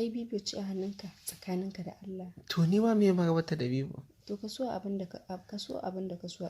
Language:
Hausa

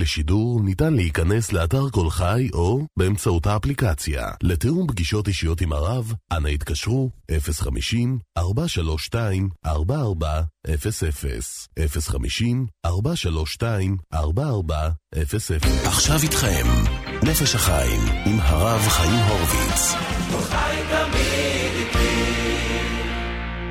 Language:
Hebrew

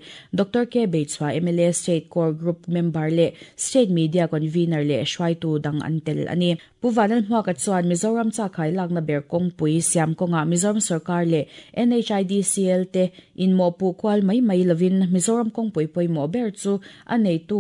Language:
Mizo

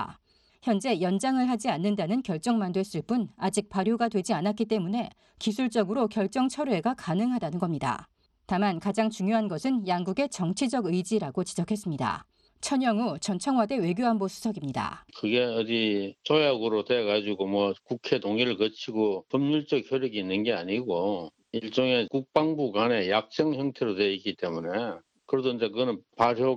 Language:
Korean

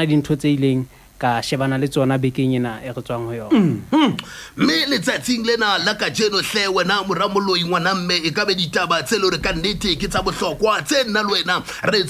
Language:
Southern Sotho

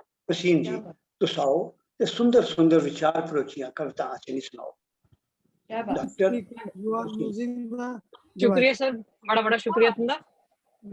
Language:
Dogri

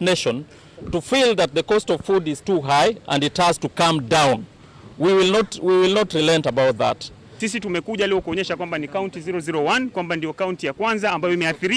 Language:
Kamba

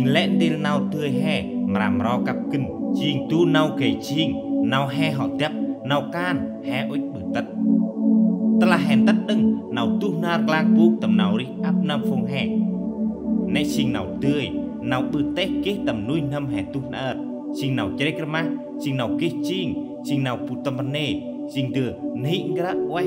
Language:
Central Mnong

